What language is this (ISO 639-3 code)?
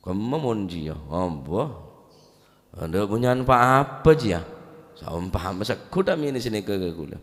mad